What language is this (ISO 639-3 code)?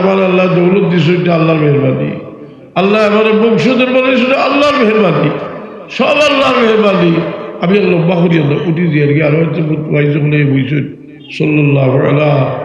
syl